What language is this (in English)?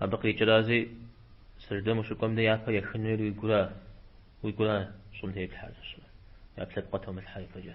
Kabardian